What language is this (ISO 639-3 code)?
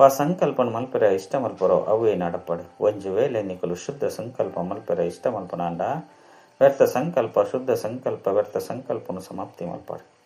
tcy